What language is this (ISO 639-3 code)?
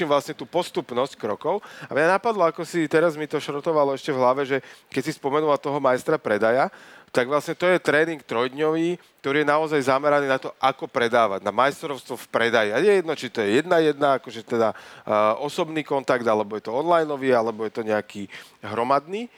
slk